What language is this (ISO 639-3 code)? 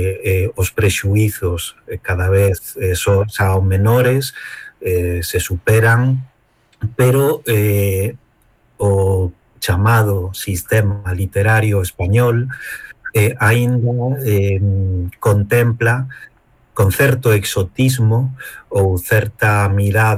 glg